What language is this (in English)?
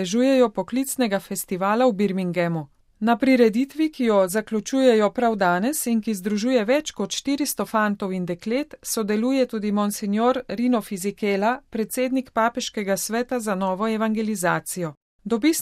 Slovenian